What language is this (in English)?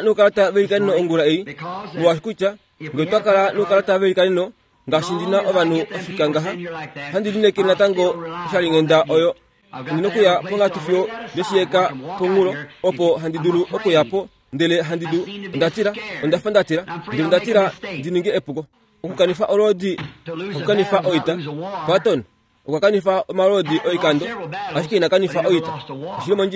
Kuanyama